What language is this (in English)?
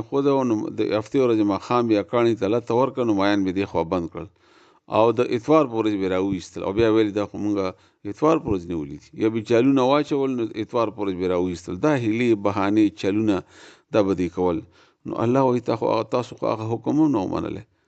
Pashto